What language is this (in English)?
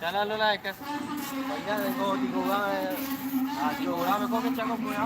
Minangkabau